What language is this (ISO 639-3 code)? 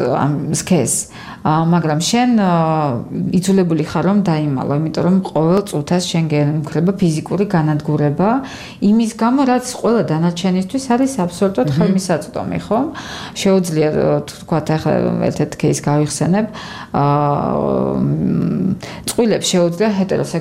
kat